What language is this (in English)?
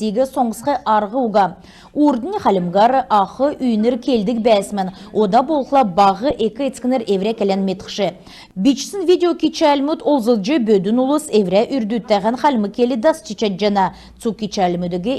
Kalmyk